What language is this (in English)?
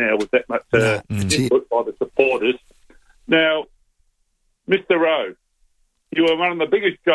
English